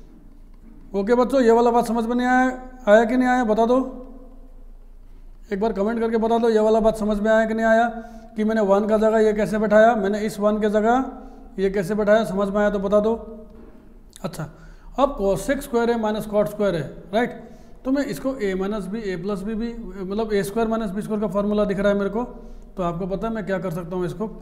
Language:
Hindi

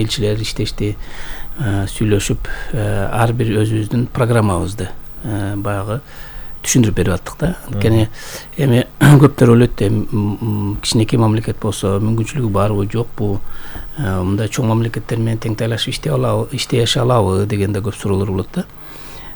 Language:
Kyrgyz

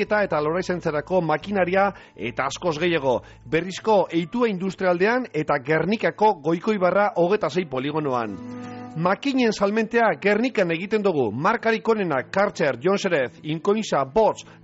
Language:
Basque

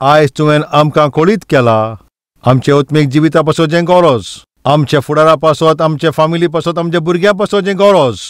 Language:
Konkani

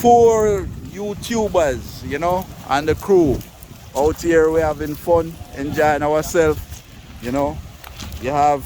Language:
Jamaican Creole English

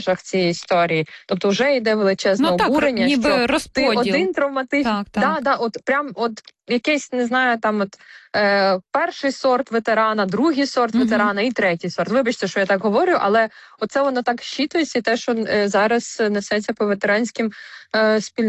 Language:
Ukrainian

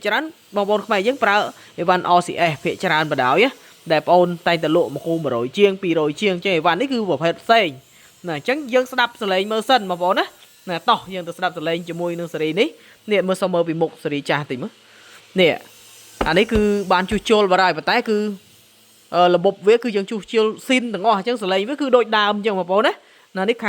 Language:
Khmer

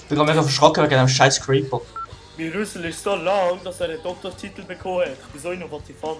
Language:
Swiss German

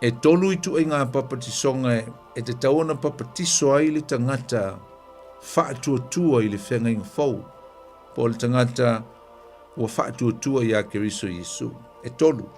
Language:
Samoan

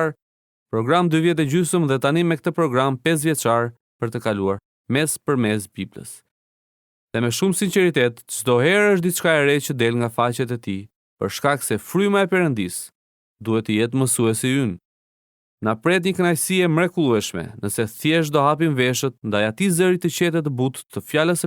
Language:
Albanian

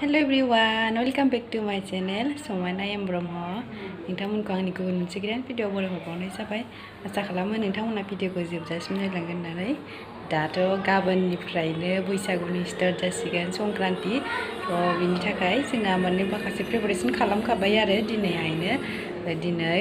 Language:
Bodo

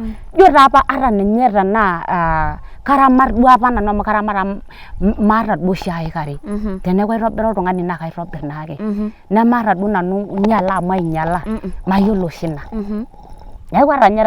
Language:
Masai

